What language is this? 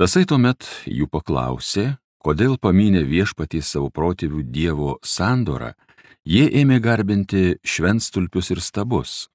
Lithuanian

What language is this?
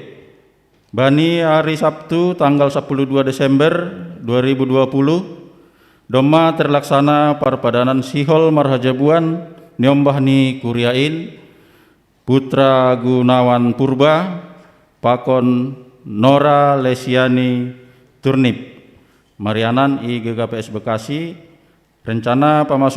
Batak Simalungun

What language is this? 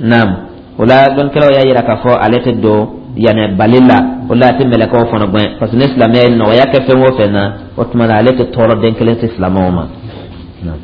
Dyula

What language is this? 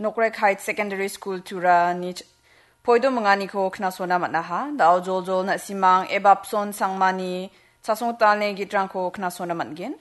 Garo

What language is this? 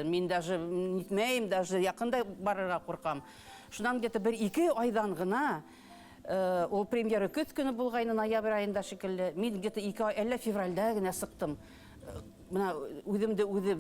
Bashkir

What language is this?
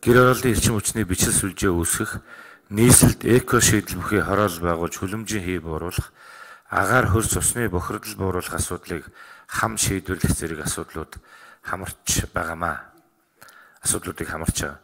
Mongolian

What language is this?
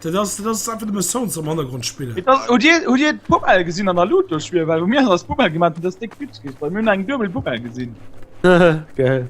Luxembourgish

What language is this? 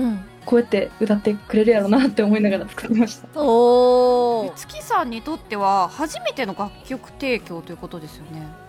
Japanese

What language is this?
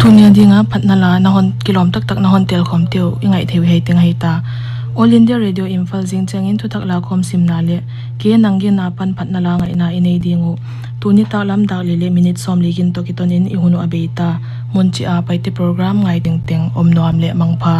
Paite Chin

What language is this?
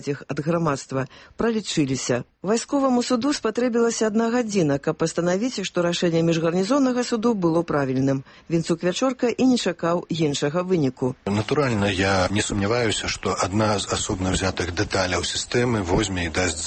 Belarusian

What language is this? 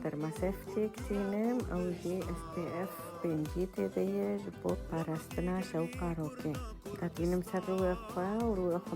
Kurdish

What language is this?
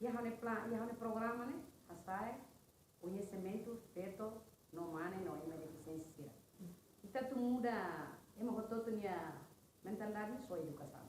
Tetum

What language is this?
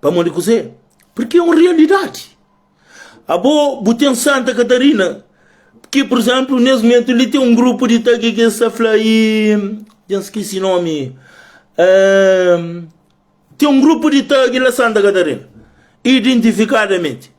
Kabuverdianu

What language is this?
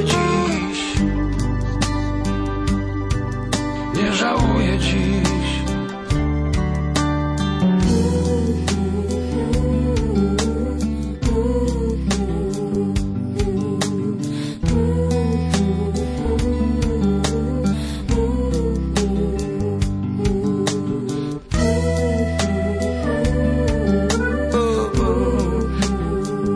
Polish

